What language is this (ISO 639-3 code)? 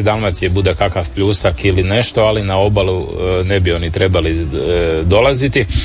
hrv